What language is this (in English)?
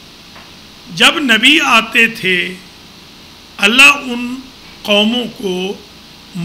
Urdu